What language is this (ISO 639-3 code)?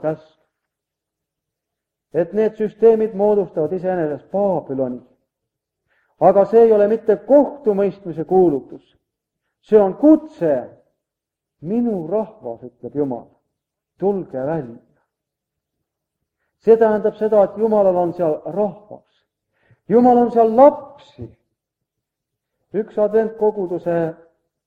est